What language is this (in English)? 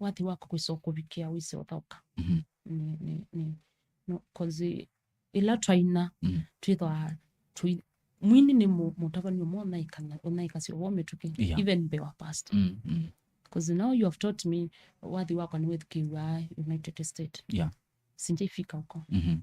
Kamba